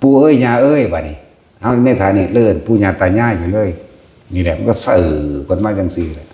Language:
Northeastern Thai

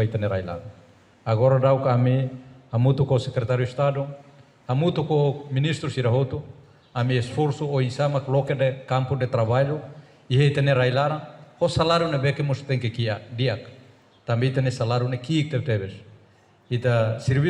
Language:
Tetum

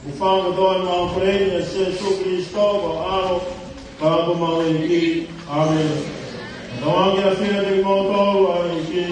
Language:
Tongan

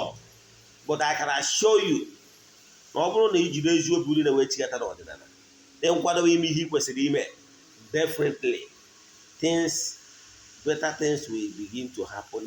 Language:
Igbo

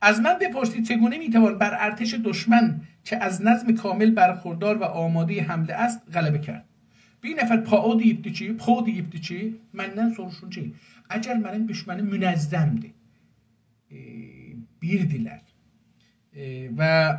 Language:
South Azerbaijani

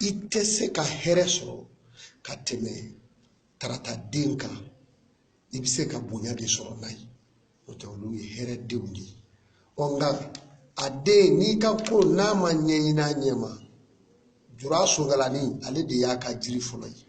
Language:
Bambara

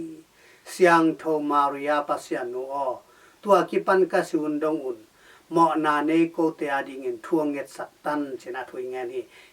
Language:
Tedim Chin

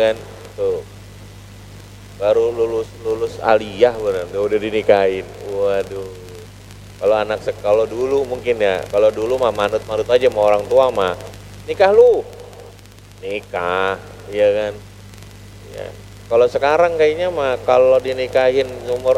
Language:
Indonesian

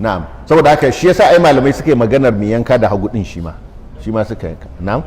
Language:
Hausa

